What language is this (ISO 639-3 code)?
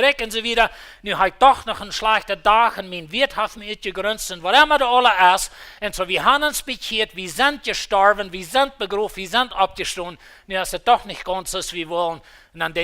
pdt